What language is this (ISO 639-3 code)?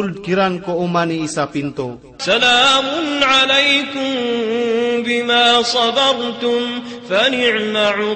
mrw